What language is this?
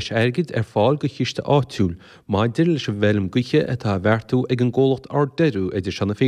Irish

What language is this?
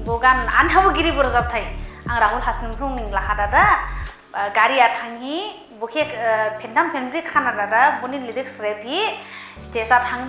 Dimasa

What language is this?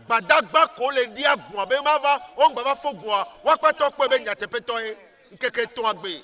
Ewe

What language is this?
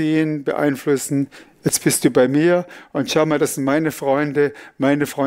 Swiss German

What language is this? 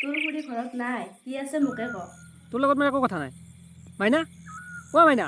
Assamese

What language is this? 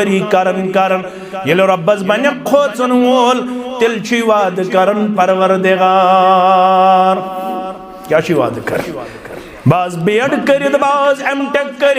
Kashmiri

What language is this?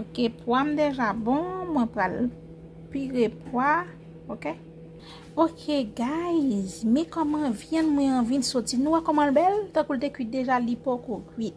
Haitian Creole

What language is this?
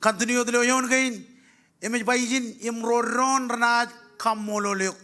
Marshallese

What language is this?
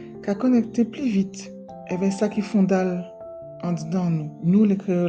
Guadeloupean Creole French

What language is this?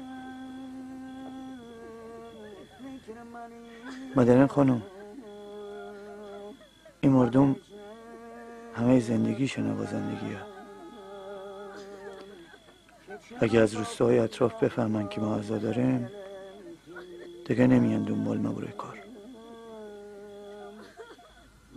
Persian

